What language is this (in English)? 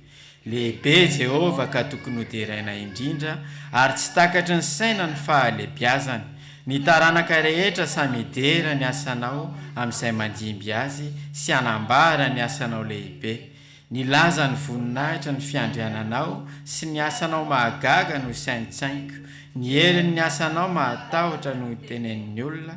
Malagasy